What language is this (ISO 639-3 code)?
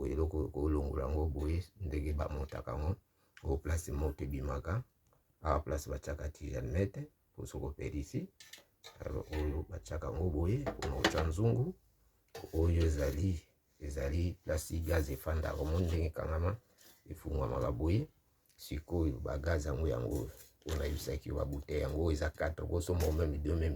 lin